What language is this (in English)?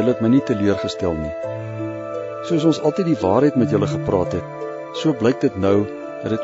Afrikaans